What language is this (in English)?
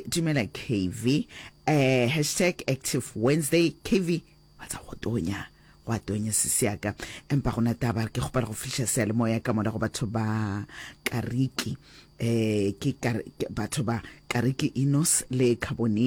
Northern Sotho